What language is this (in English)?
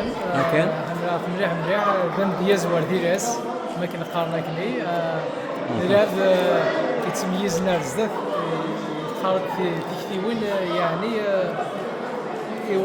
Kabyle